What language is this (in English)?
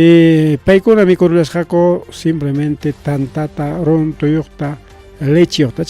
Ayacucho Quechua